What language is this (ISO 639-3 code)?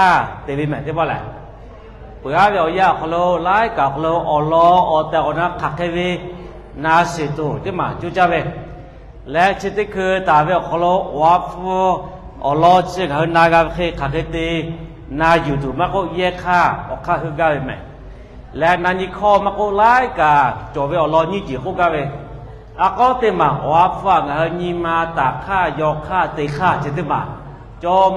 lhu